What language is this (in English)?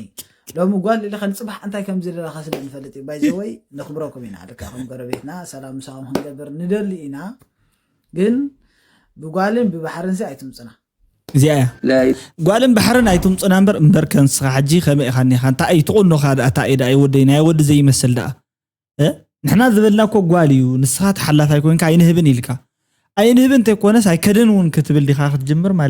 Tigrinya